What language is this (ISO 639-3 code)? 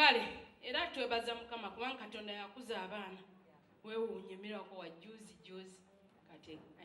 lug